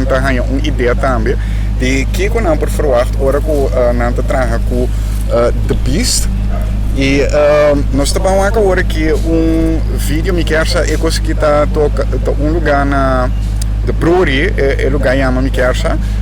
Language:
Papiamento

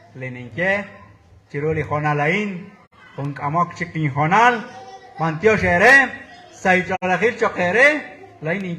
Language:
Kekchí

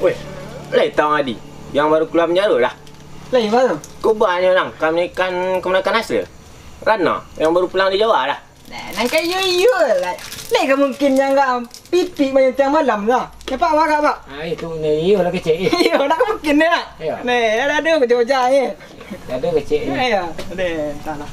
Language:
Minangkabau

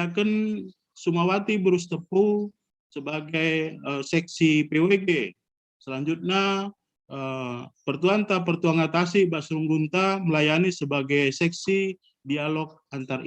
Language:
Batak Karo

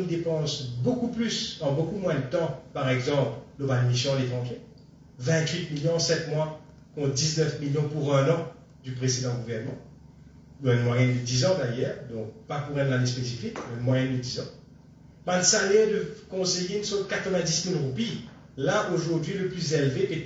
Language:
Morisyen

